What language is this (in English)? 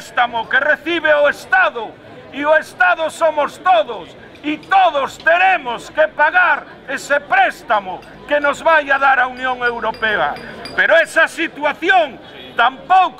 Galician